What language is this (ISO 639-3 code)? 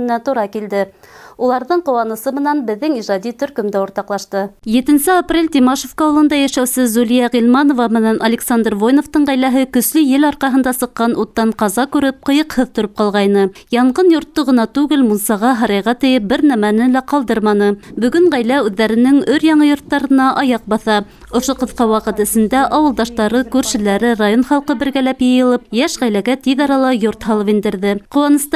bak